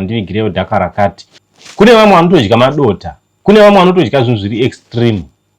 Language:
Shona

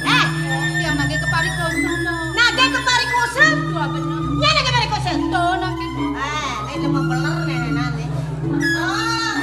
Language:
Balinese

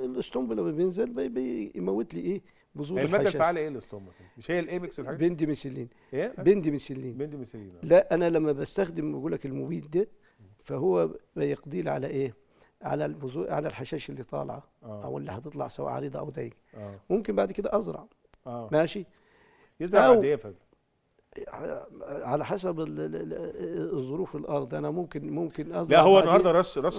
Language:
Egyptian Arabic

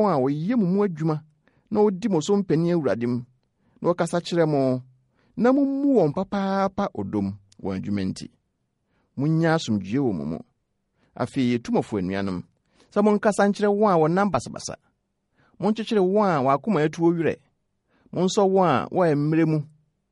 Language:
Akan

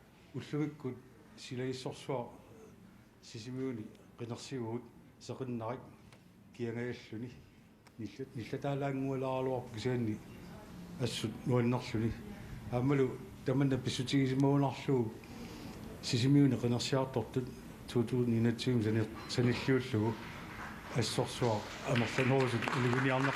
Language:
Kalaallisut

